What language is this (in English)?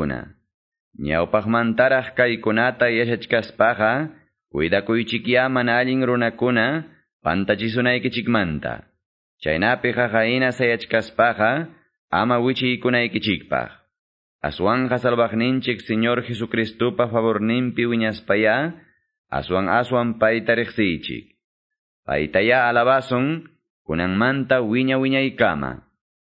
Quechua